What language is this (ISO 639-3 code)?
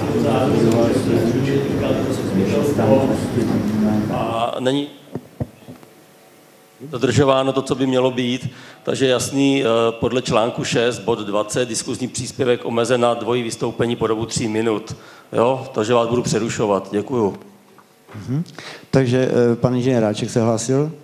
ces